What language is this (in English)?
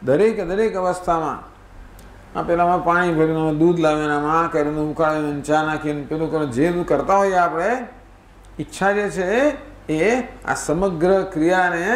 Gujarati